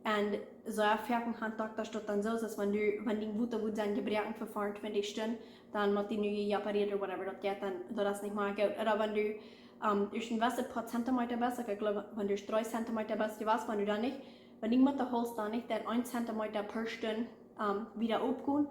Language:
Plautdietsch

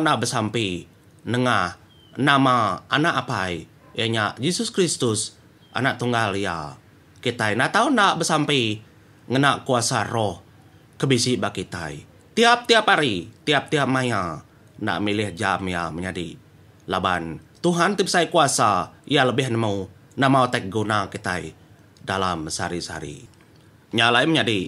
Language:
Iban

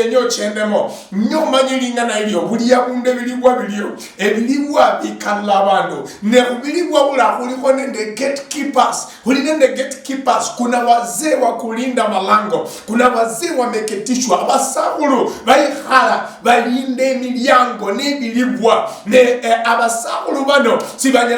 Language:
Luyia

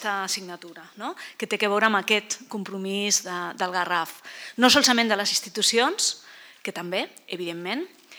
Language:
Catalan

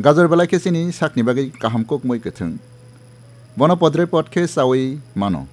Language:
Kok Borok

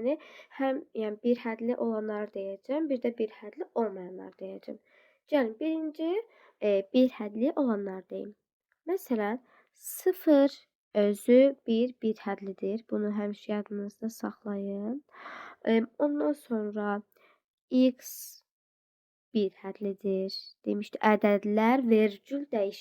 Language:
Azerbaijani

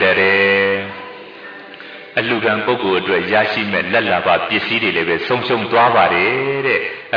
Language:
Burmese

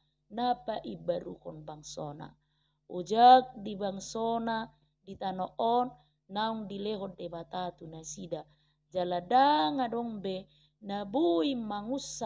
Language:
Batak Toba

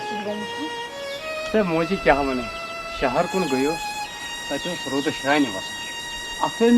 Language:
Kashmiri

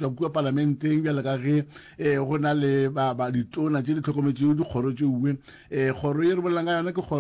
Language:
Northern Sotho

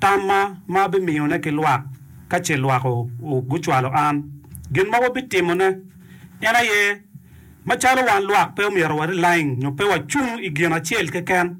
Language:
Acoli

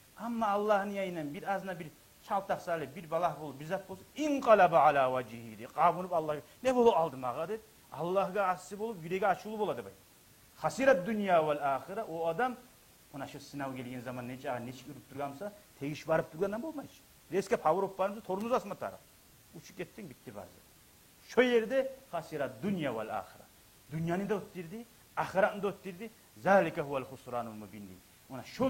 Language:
Kumyk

